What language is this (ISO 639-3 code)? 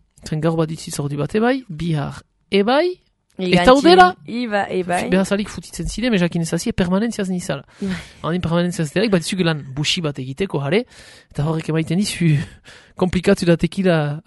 eus